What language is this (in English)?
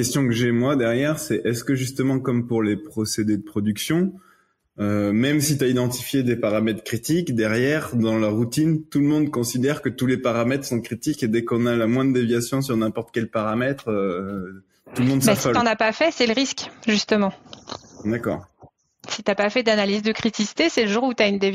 French